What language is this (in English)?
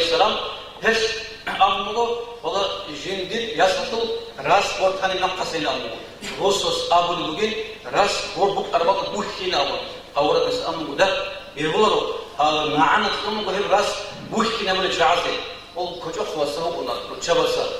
Avaric